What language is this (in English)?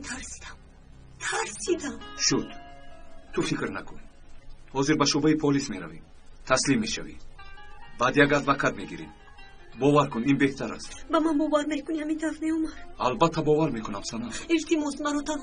Tajik